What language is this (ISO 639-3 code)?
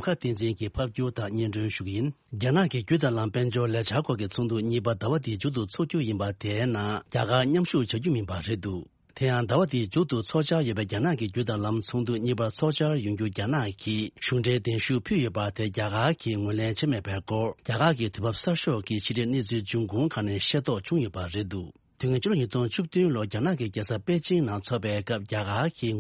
bod